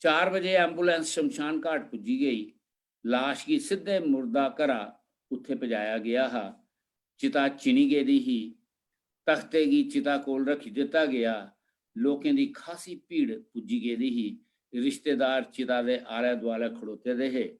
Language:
Dogri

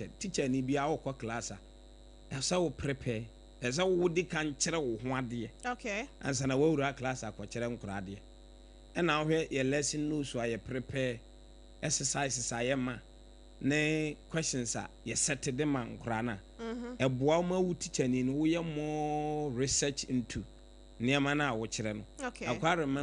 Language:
Akan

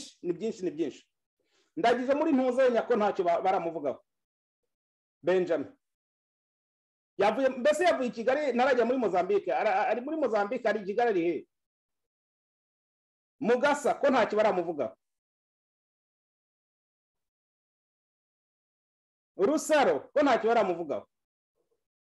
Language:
Kinyarwanda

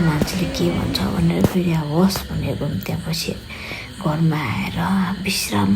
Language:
Nepali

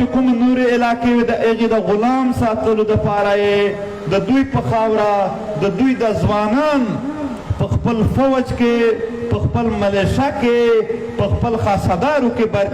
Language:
Pashto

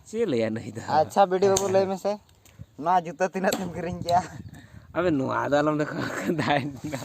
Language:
Santali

